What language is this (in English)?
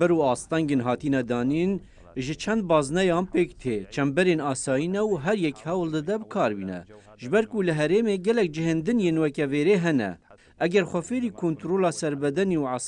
Kurdish